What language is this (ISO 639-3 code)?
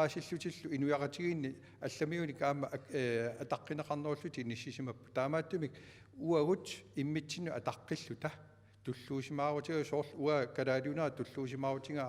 kal